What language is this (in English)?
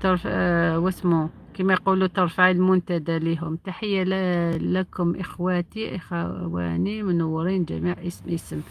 Algerian Arabic